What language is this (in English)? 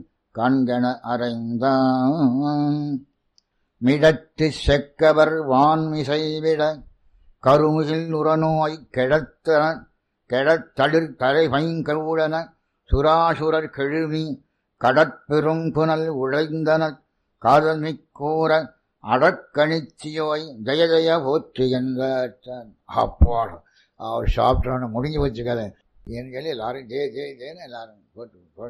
Tamil